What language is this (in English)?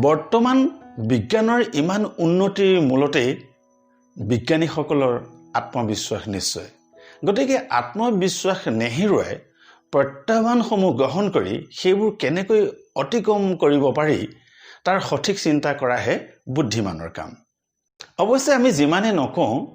Assamese